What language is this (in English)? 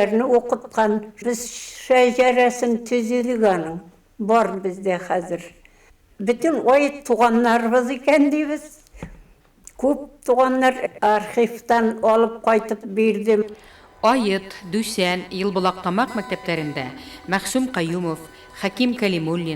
Bashkir